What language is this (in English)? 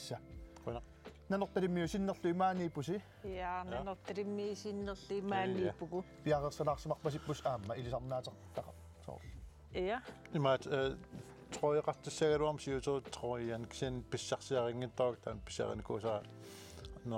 Kalaallisut